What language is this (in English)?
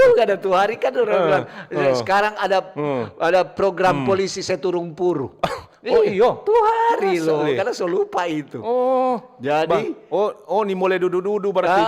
Manado Malay